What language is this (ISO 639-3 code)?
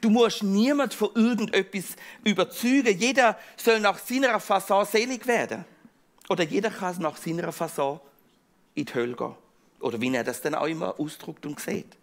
gsw